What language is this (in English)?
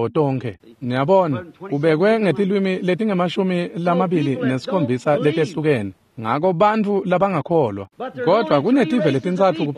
Swati